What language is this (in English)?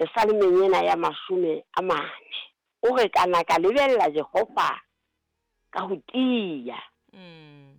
Southern Sotho